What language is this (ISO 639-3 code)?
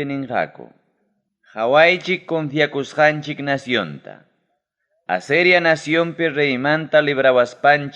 quy